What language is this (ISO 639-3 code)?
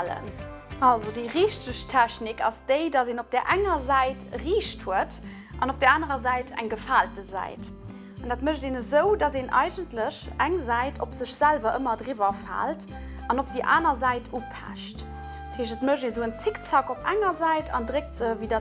ltz